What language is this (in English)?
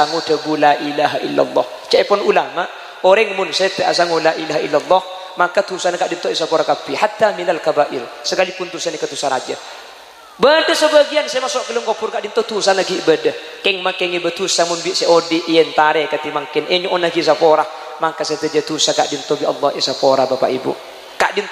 Madurese